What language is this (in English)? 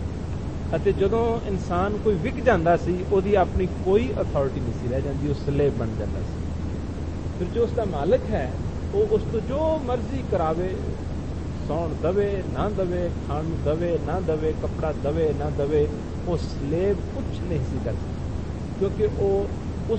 Punjabi